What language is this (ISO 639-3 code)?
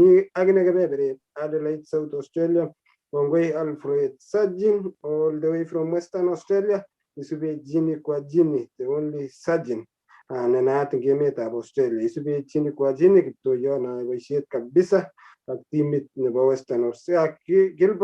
kln